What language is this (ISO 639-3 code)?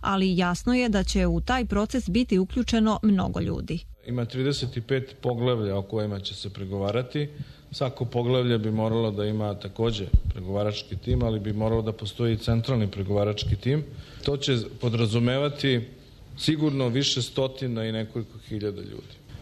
srp